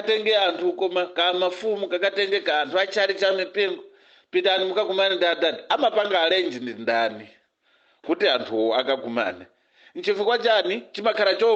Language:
Nyanja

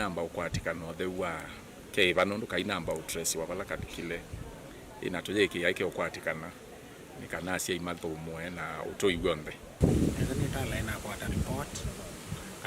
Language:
Kamba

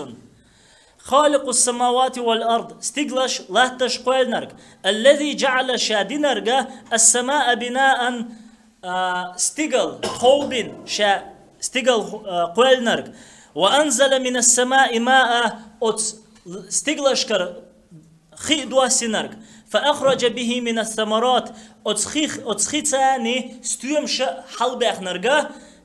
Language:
Chechen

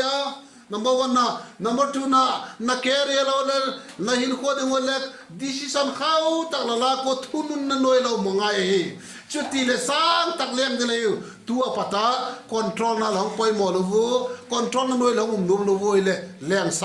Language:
Vaiphei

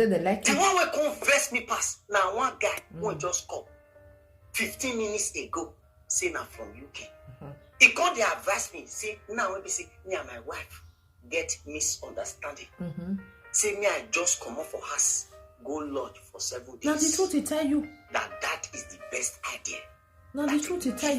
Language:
Nigerian Pidgin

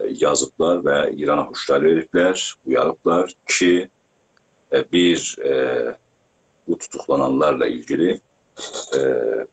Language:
South Azerbaijani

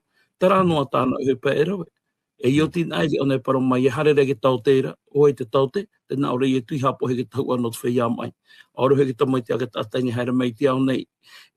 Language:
Tahitian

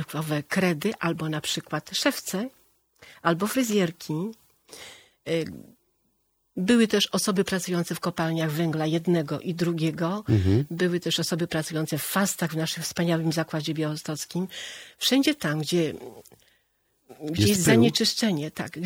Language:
Polish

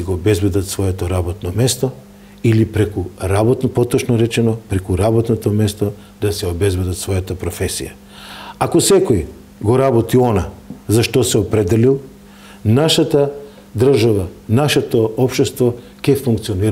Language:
Macedonian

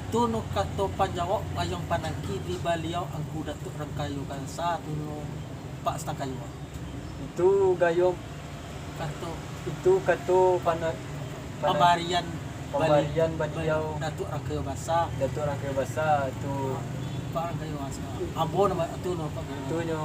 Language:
Minangkabau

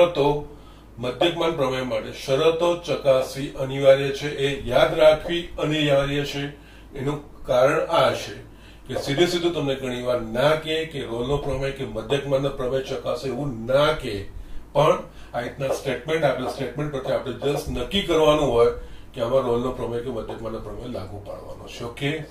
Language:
Gujarati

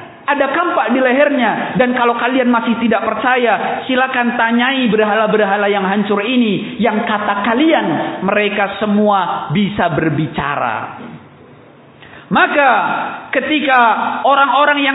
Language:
Indonesian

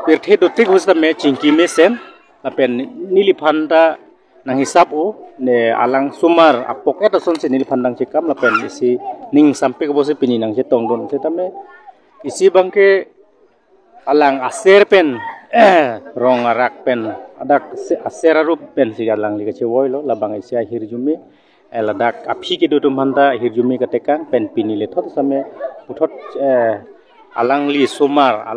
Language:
Karbi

